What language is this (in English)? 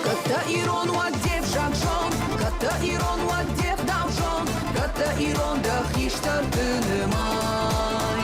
Ossetic